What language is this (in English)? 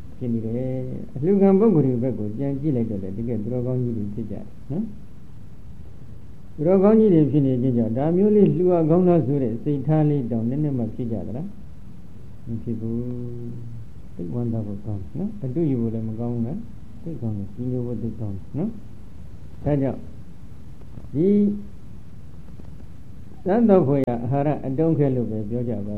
Burmese